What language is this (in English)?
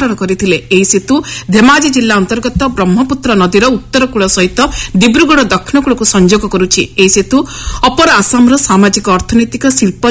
Odia